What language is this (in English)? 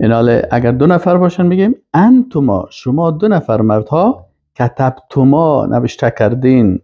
Persian